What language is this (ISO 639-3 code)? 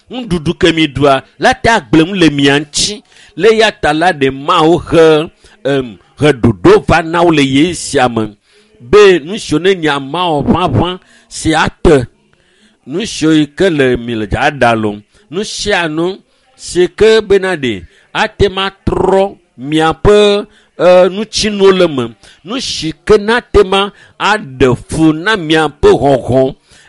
ewe